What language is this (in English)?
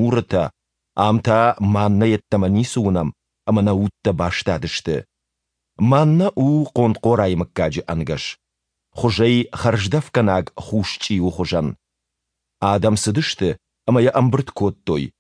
Ossetic